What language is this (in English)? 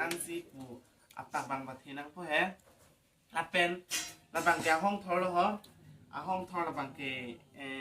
Karbi